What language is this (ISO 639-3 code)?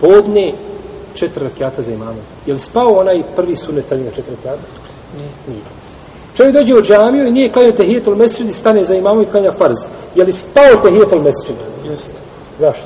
bos